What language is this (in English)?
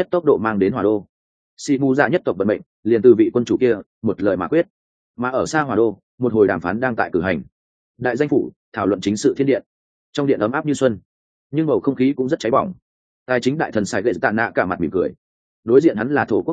Vietnamese